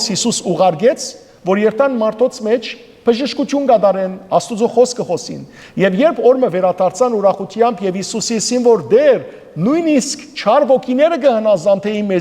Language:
Western Armenian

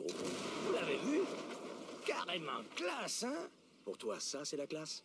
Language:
French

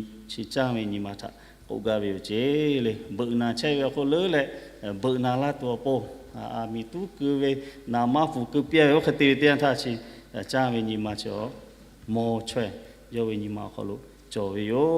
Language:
Lahu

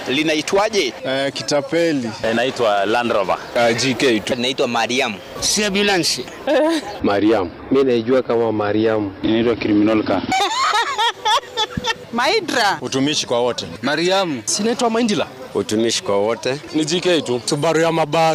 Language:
Swahili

